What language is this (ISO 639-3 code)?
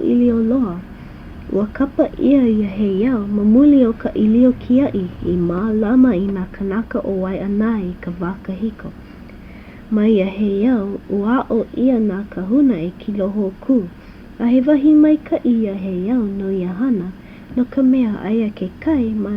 haw